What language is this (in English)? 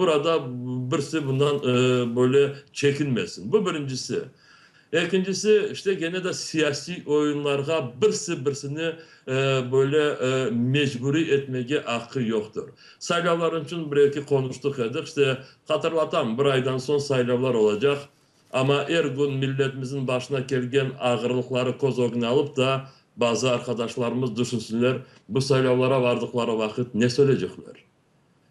Crimean Tatar